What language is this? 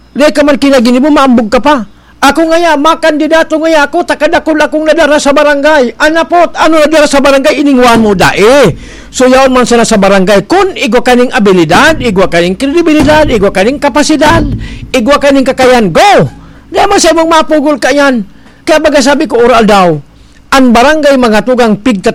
Bikol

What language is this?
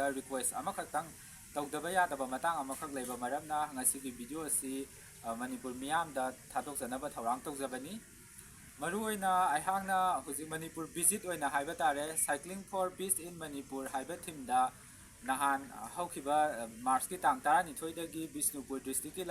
Manipuri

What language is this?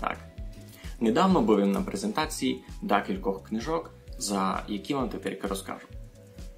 Rusyn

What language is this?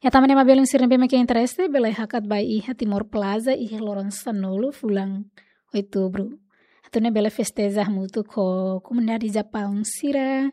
Tetum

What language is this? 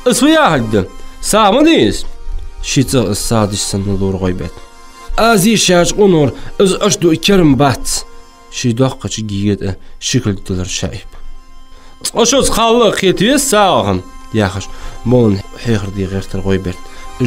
Ingush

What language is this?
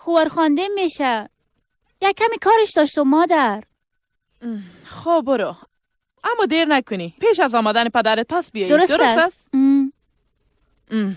Tajik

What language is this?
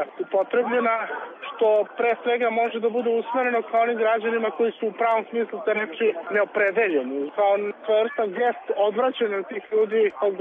Serbian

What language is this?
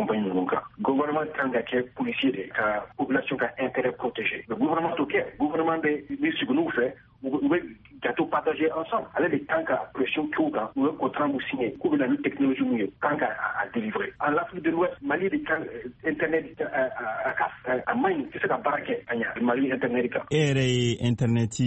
Bambara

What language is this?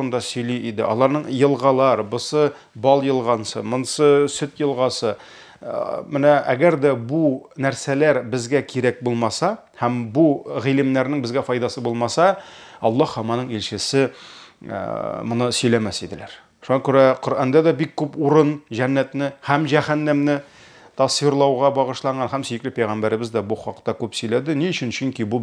Tatar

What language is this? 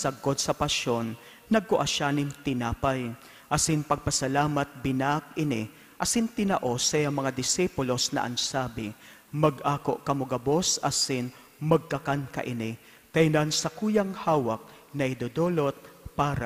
Bikol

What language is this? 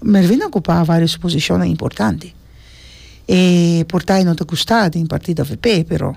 Papiamento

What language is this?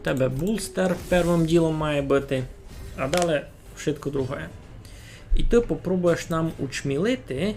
Rusyn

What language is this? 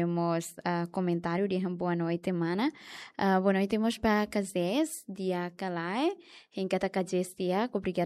Tetum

